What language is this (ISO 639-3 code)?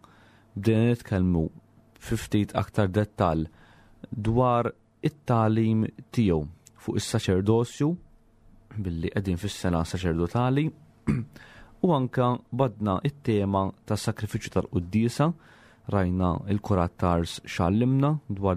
mlt